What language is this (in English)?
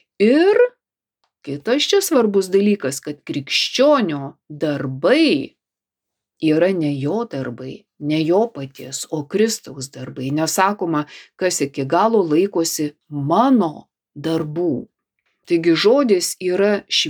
Lithuanian